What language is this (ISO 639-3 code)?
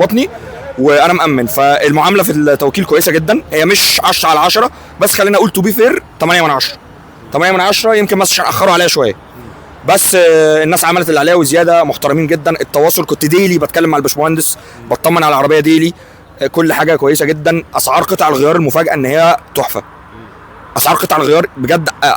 arz